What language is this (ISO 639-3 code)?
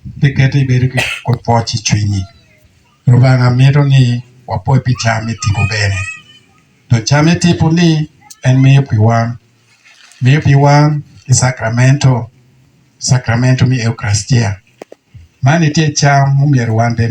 ach